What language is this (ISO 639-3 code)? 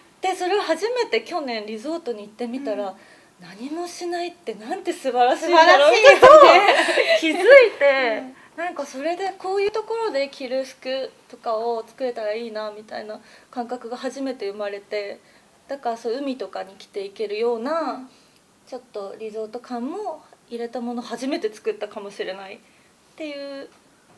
jpn